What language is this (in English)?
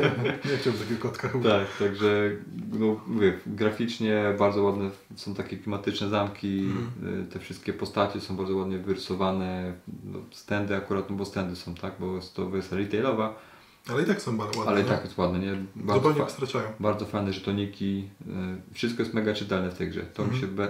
Polish